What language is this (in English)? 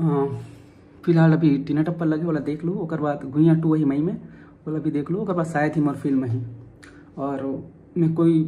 Chhattisgarhi